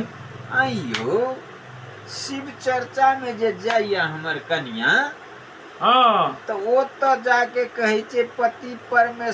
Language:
Maithili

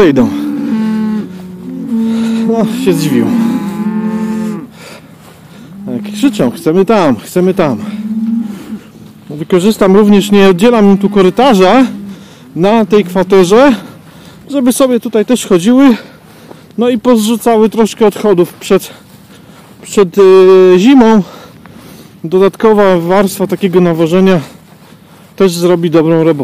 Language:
Polish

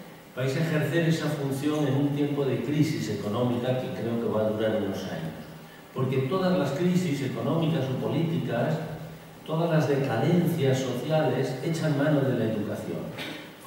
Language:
Spanish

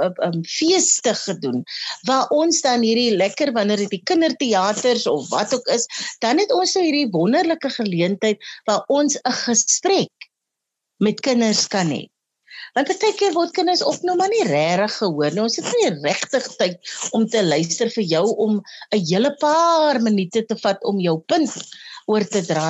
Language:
Afrikaans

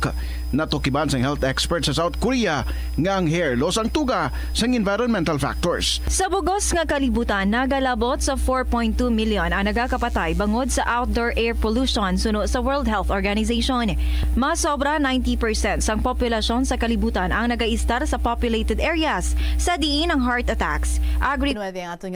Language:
Hiligaynon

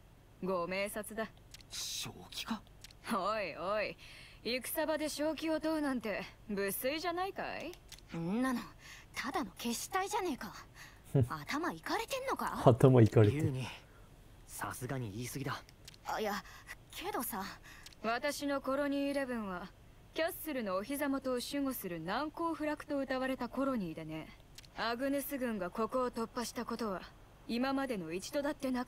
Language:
Japanese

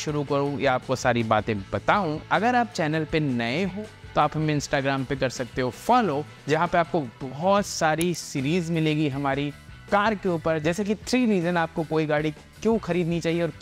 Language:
Hindi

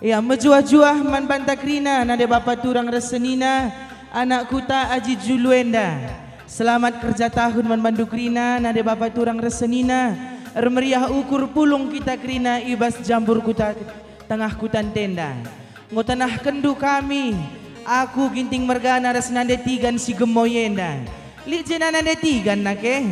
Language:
Batak Karo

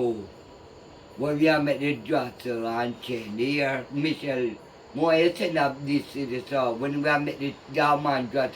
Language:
Jamaican Creole English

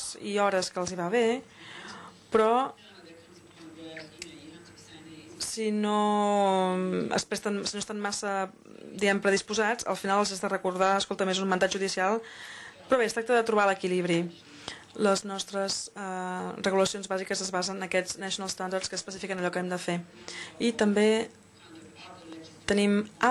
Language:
Catalan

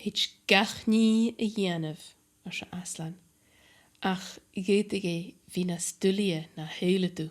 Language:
Scottish Gaelic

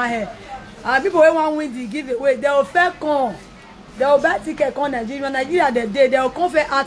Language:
Nigerian Pidgin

